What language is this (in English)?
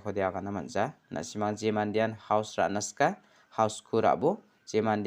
Garo